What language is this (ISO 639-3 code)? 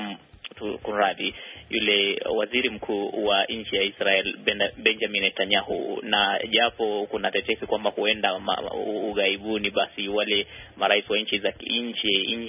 swa